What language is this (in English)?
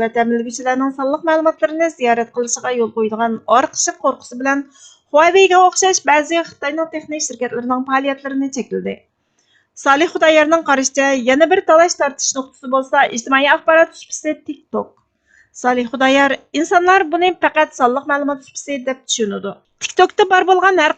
Uyghur